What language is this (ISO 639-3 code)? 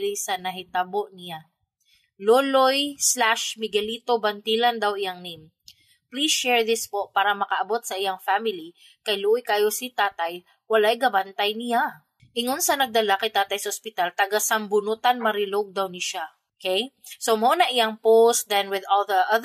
ceb